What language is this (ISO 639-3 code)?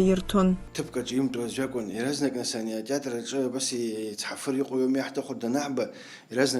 abk